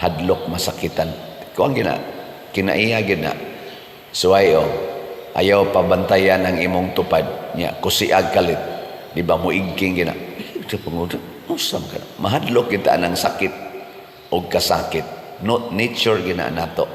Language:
Cebuano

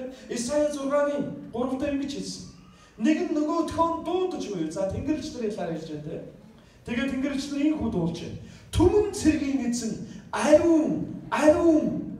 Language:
Mongolian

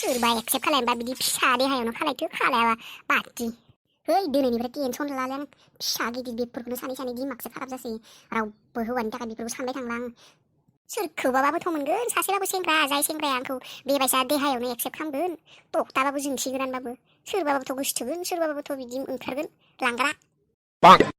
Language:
Bodo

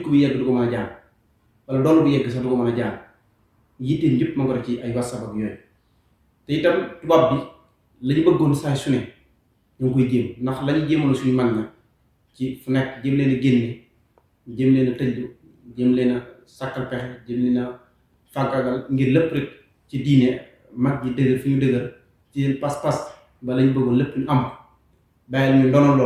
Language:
Wolof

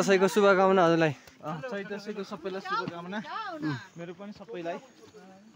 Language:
Nepali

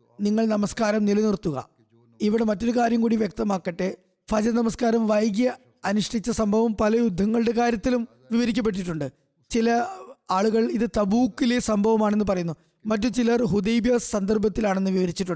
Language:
Malayalam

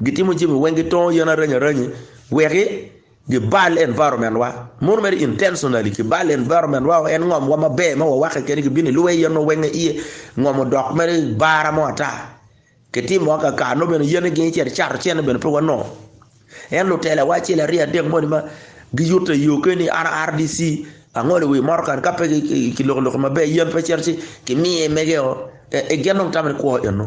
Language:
Acoli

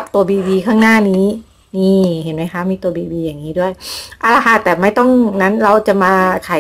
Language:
Thai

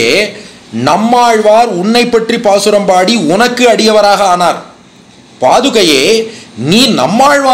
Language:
Tamil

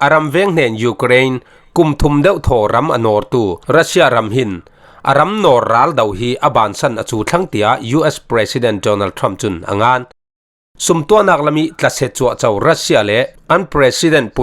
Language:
Falam Chin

